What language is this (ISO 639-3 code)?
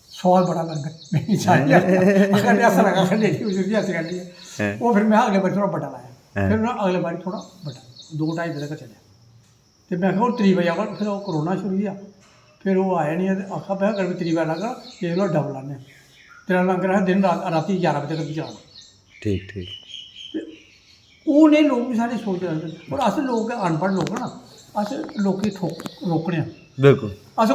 doi